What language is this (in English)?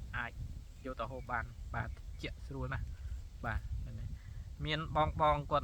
Khmer